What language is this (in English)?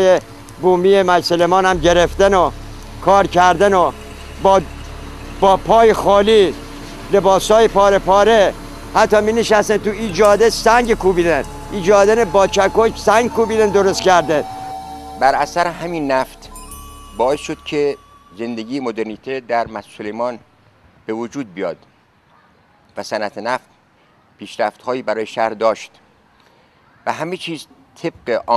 Persian